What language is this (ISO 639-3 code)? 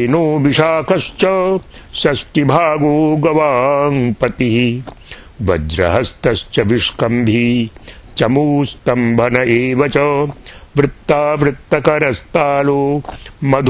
san